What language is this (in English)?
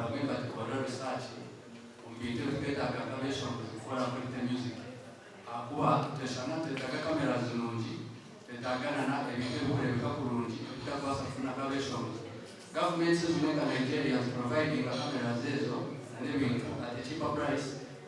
Nyankole